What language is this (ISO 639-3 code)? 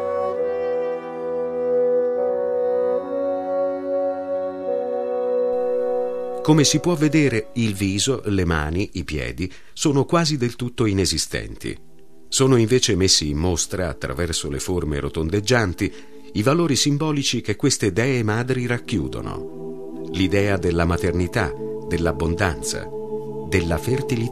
ita